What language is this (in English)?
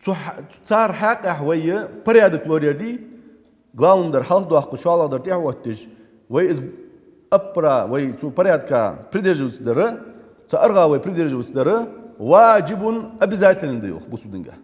Ingush